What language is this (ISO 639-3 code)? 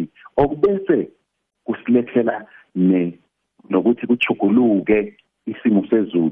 nbl